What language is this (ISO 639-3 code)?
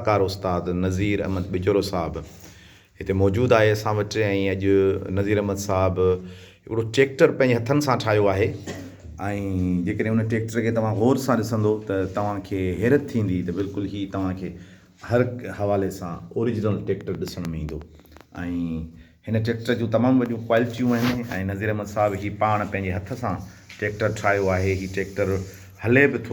snd